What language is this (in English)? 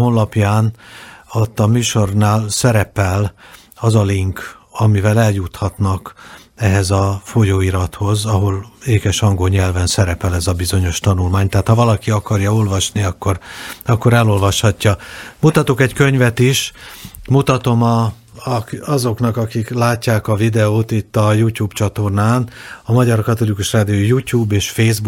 Hungarian